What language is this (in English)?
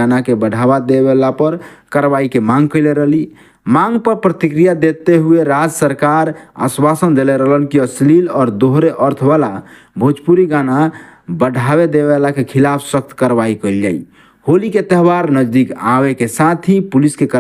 Bhojpuri